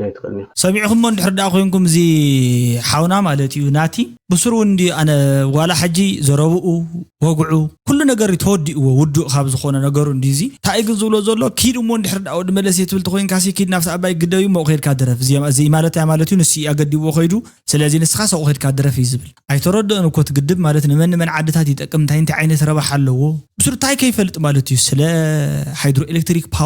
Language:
Tigrinya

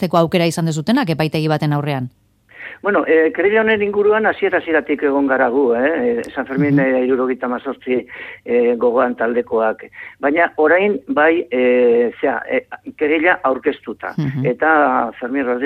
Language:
Basque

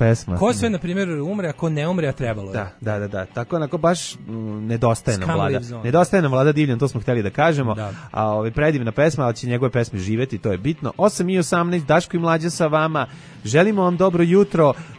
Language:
Serbian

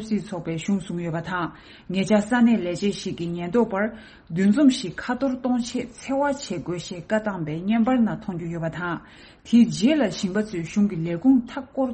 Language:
Tibetan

